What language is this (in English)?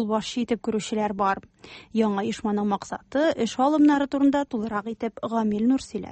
Tatar